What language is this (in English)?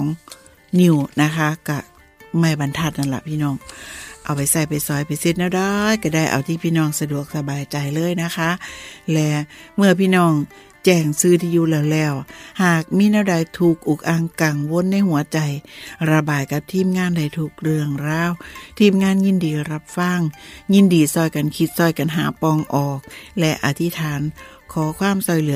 Thai